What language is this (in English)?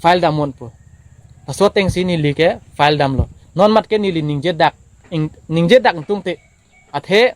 Karbi